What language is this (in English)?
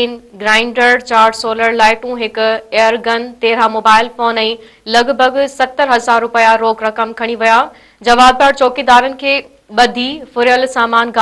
Sindhi